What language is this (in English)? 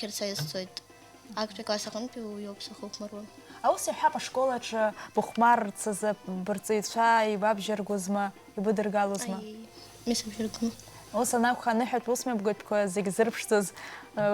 Abkhazian